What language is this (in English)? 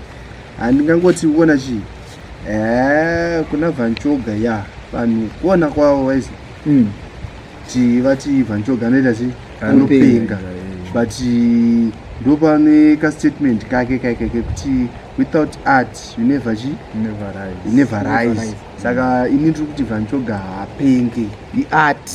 Shona